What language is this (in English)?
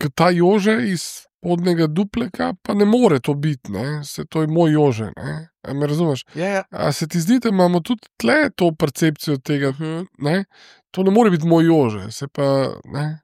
Slovenian